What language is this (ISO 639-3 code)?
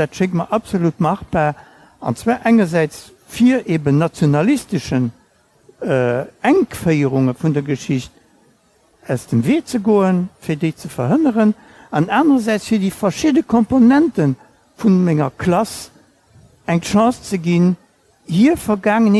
ltz